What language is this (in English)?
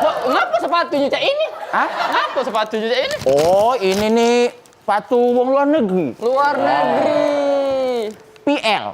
Musi